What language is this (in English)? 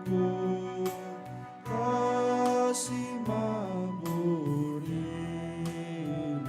Batak Karo